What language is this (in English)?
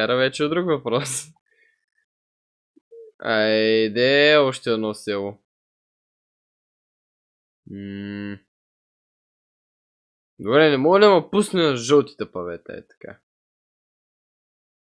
Bulgarian